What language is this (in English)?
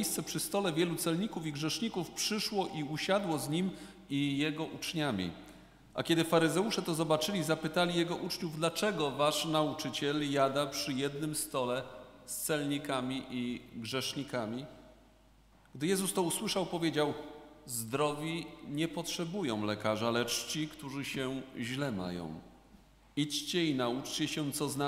Polish